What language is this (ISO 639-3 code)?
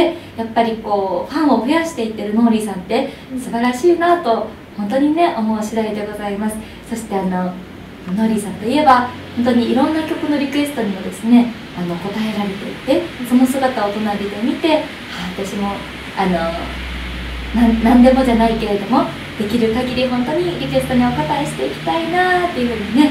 jpn